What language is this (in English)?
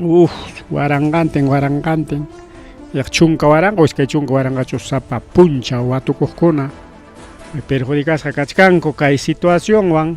Ayacucho Quechua